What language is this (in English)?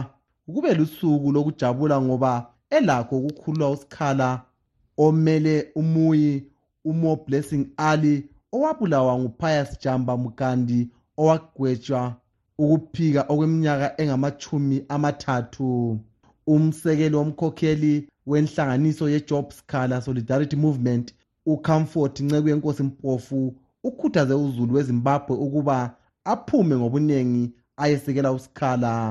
North Ndebele